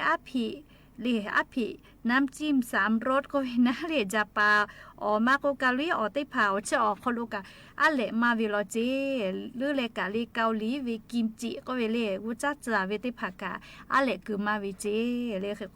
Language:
Lahu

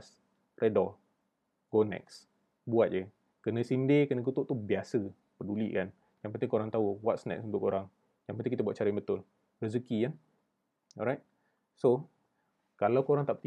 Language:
Malay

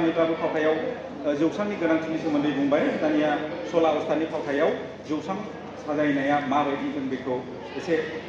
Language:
Bodo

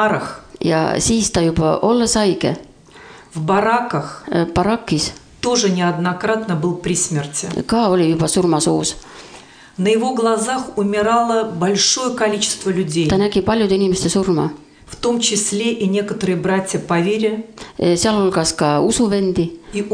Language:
Estonian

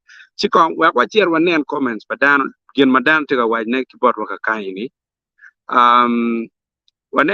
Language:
Acoli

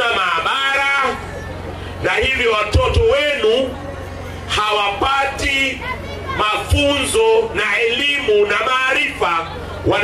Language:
Swahili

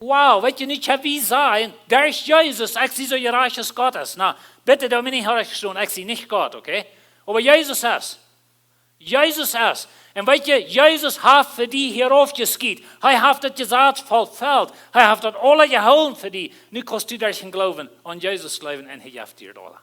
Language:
Plautdietsch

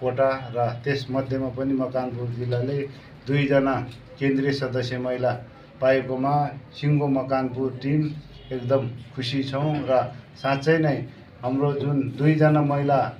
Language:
Nepali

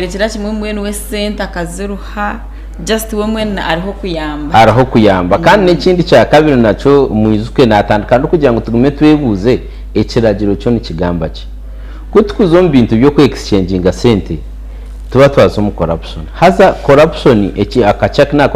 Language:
Nyankole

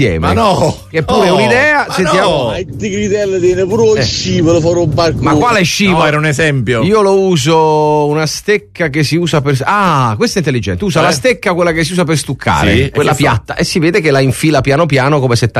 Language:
Italian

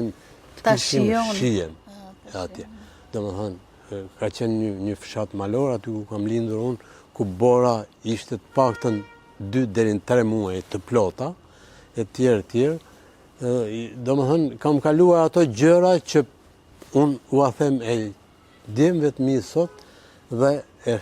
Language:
Albanian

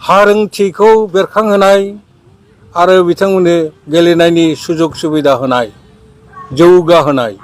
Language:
Bodo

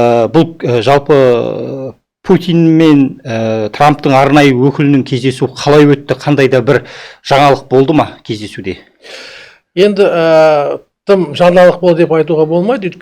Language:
Kazakh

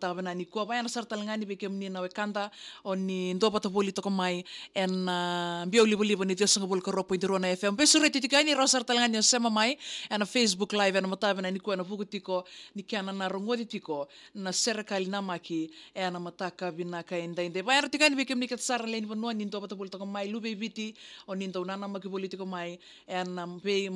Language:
Fijian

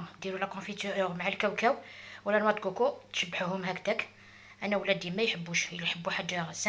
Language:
Algerian Arabic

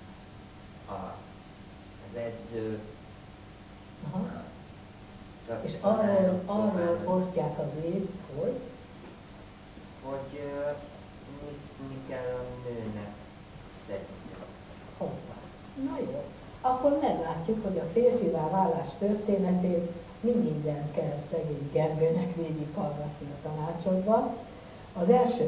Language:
Hungarian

